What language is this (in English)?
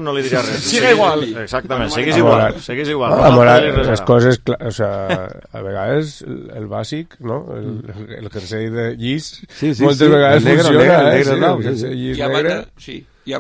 Catalan